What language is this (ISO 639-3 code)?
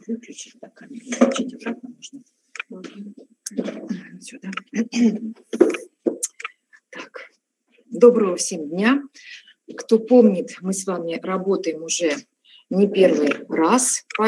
rus